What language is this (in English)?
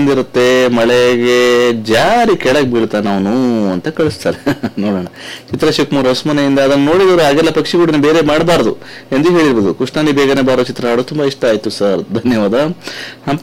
Kannada